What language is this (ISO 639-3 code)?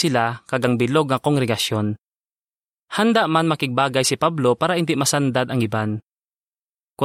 hil